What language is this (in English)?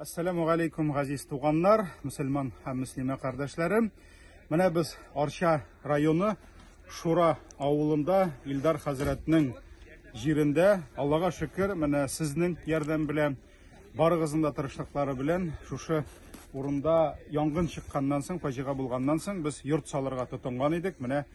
Tatar